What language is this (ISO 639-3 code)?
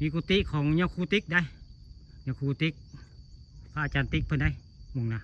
tts